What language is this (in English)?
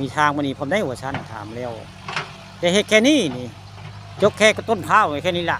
Northeastern Thai